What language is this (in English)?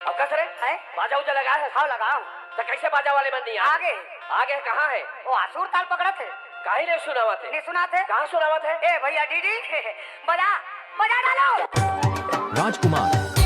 Chhattisgarhi